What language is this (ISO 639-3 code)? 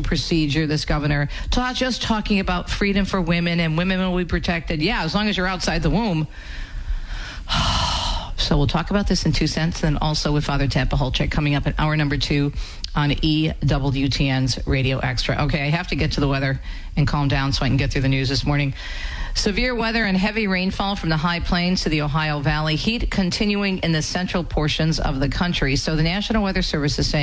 eng